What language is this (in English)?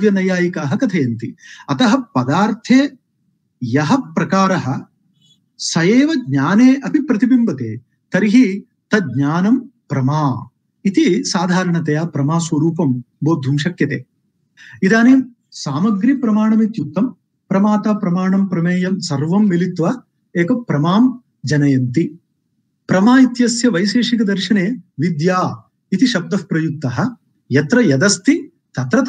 Sanskrit